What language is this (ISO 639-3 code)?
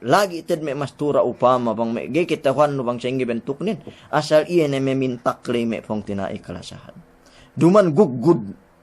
yka